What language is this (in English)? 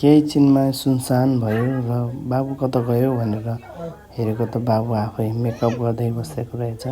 Nepali